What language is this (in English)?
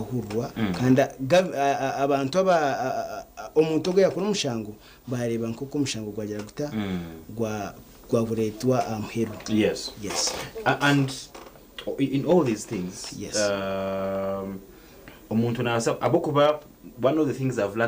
Nyankole